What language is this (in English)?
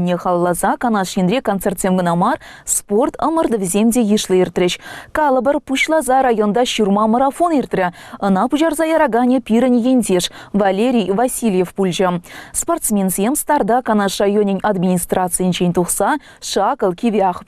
Chuvash